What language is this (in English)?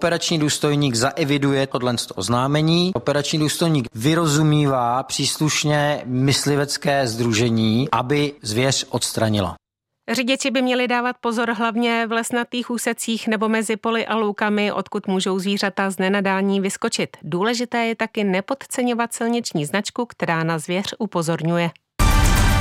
Czech